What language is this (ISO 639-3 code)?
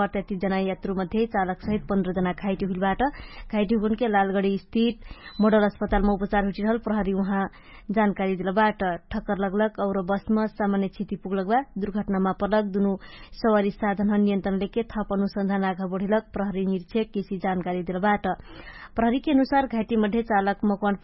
thl